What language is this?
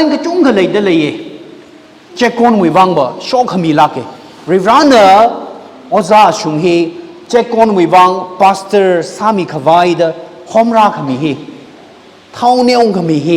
Tangkhul Naga (India)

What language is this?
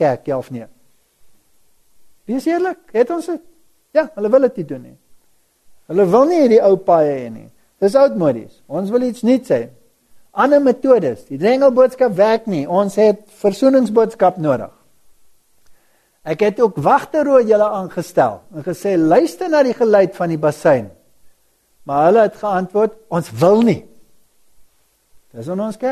Afrikaans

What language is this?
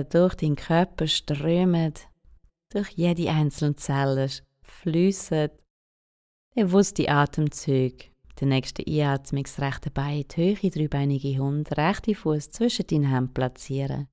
Swiss German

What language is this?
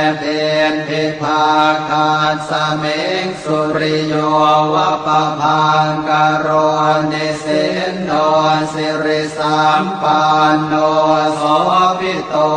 Pali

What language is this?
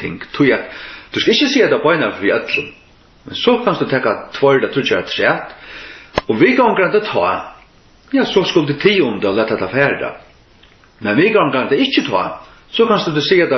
Faroese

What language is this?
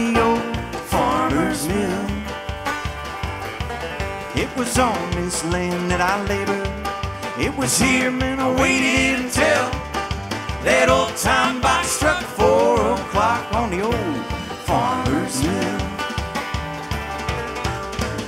English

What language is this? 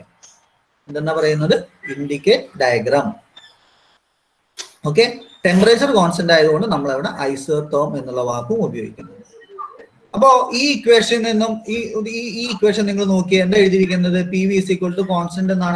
Malayalam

